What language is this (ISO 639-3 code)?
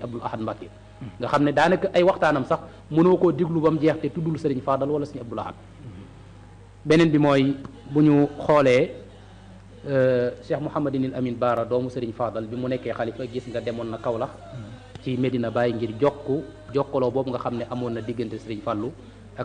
wol